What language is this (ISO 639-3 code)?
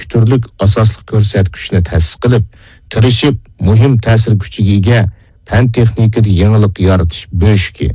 uig